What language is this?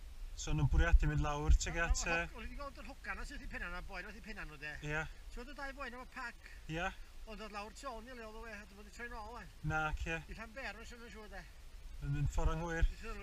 Welsh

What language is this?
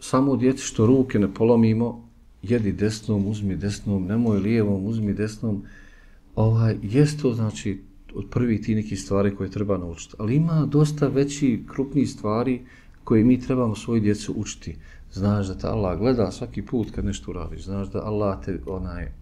Bosnian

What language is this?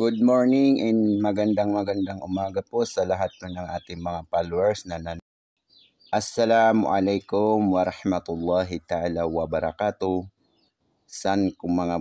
Maranao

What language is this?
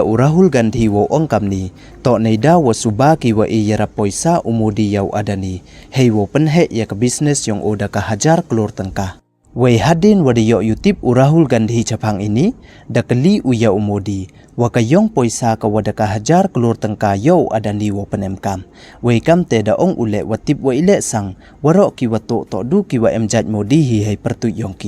Pnar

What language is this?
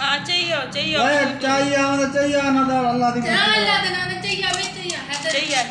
Saraiki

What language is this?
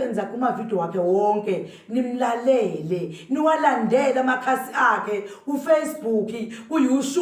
Zulu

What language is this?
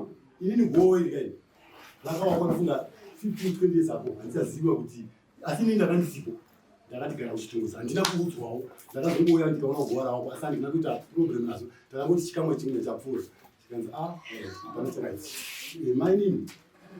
Shona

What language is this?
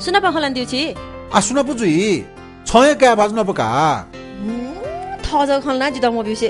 Newari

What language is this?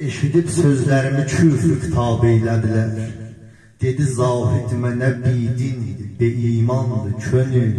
South Azerbaijani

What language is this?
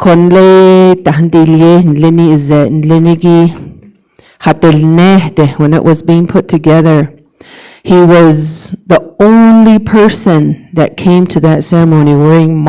Navajo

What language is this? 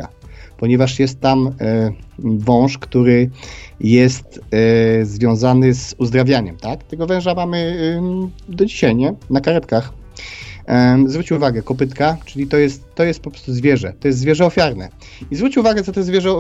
Polish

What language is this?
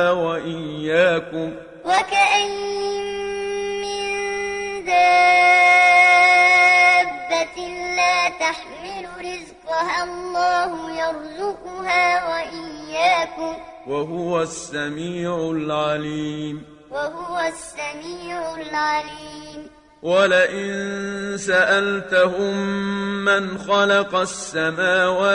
Arabic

